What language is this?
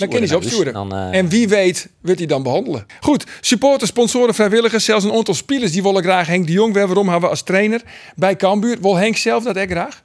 Western Frisian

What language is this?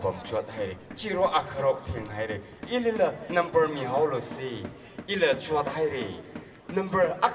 Tangkhul Naga (India)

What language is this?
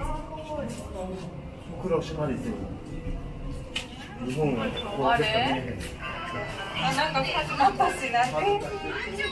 Japanese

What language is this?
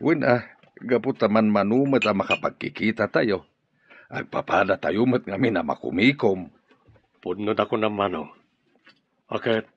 Iloko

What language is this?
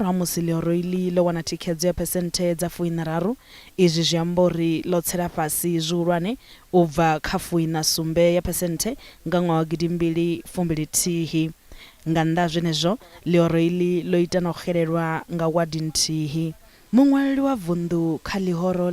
Venda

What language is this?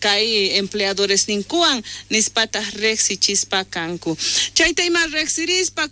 South Bolivian Quechua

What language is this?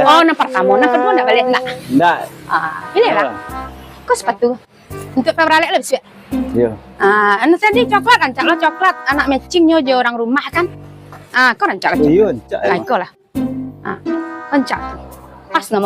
Minangkabau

